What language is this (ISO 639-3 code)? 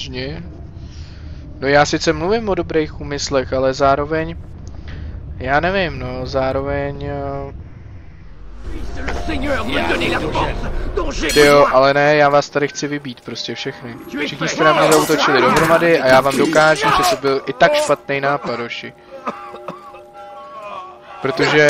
ces